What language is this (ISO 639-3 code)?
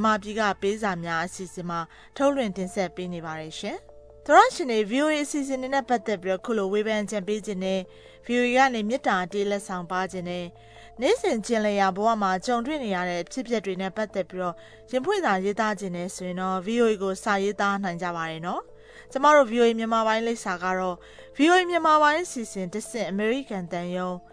mya